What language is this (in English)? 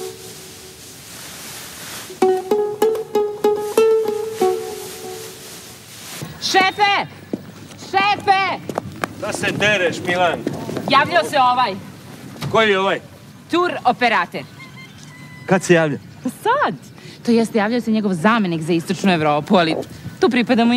Serbian